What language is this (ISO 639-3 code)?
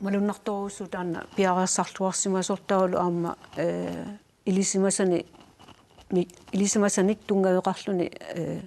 kal